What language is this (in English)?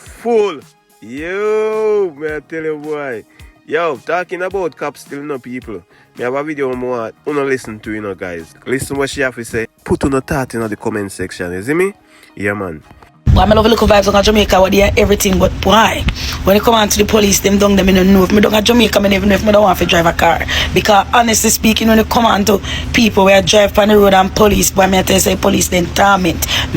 Jamaican Creole English